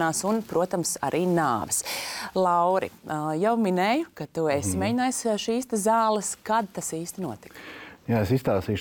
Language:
Latvian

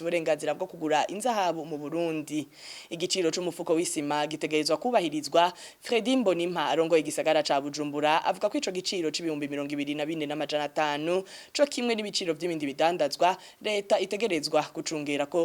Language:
Rundi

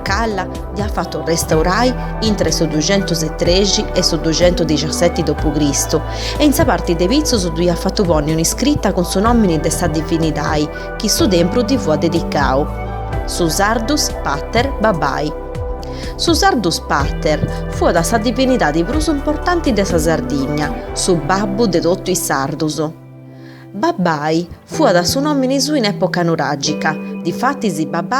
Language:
Sardinian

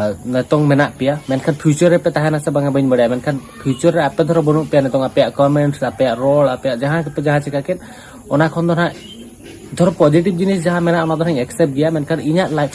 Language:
Santali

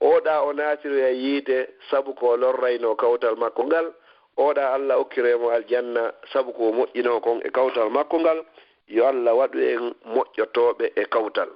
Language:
Fula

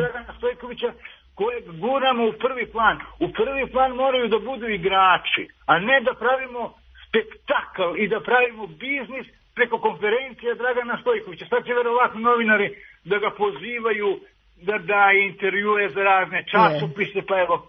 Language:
Serbian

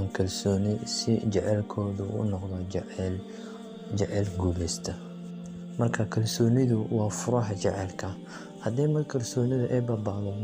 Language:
Somali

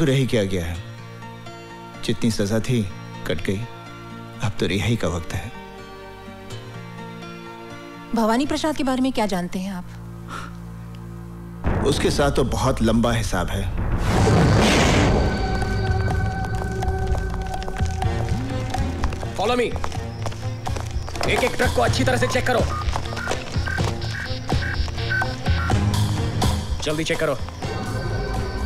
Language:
Hindi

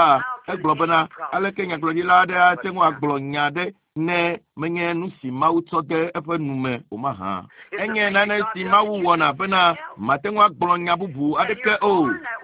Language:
Ewe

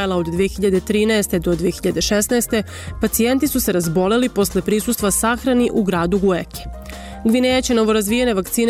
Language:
Serbian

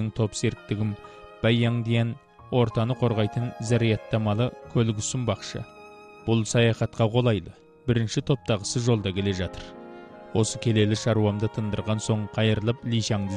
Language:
Kazakh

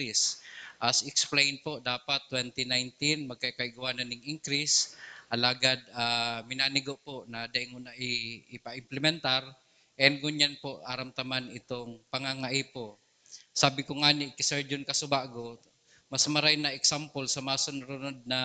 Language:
Bikol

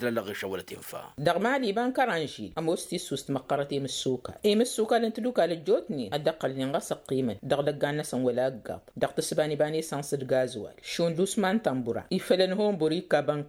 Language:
Tamasheq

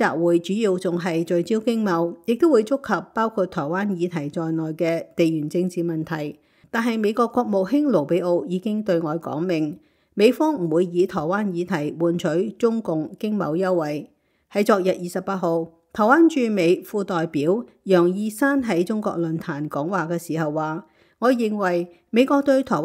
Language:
Cantonese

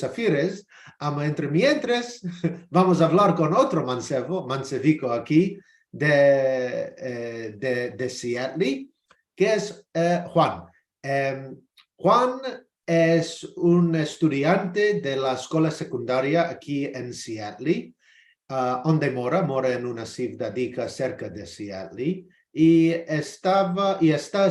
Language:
Ladino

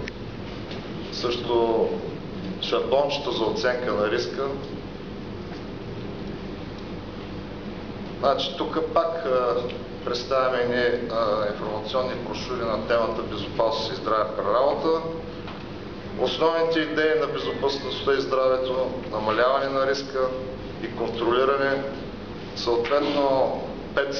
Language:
Bulgarian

